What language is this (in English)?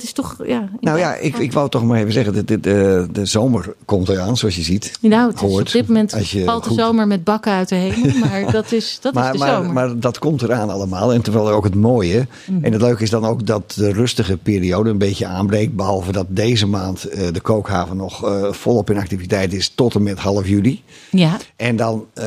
Dutch